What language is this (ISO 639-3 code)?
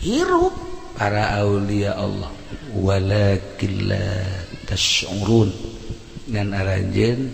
sun